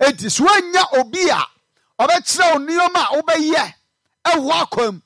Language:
Akan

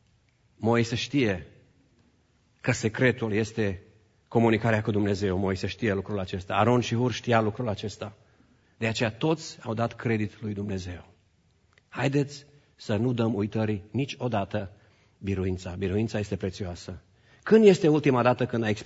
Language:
Romanian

